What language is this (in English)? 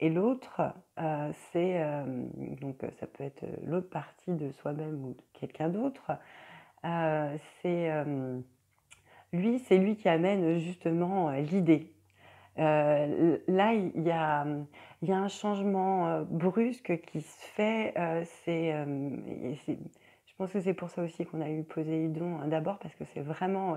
French